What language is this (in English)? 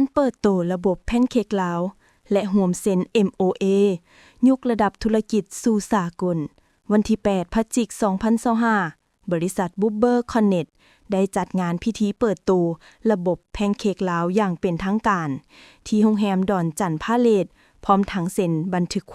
Lao